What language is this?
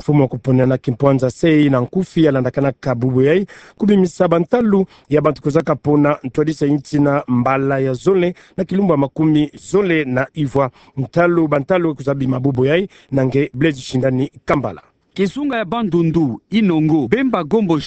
Kituba (Democratic Republic of Congo)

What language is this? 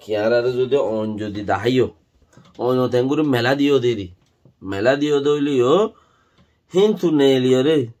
Rohingya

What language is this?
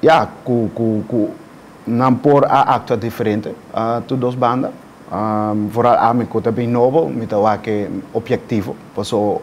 Papiamento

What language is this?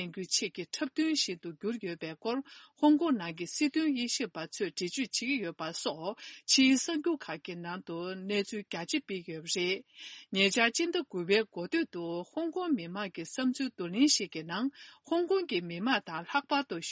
Tibetan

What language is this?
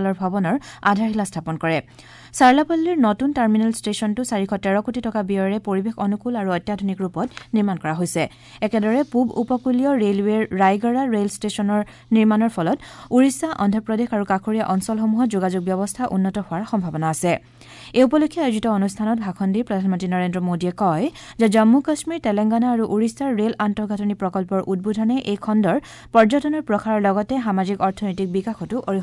Assamese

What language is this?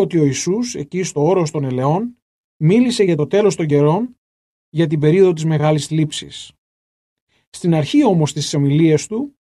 Greek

